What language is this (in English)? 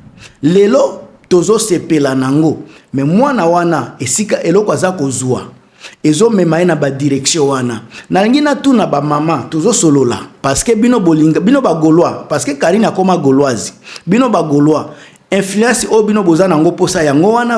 Lingala